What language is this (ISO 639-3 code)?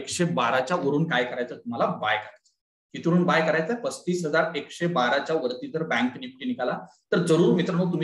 mar